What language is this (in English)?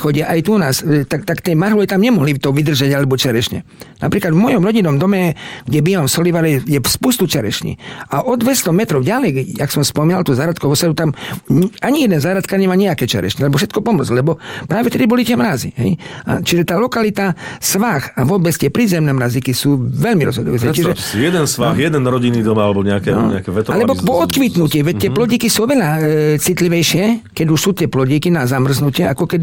Slovak